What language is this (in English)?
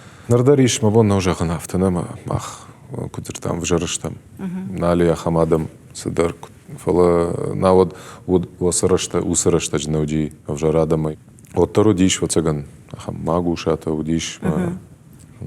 Ossetic